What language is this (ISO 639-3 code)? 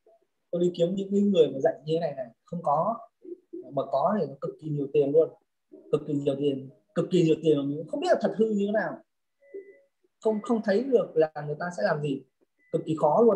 vie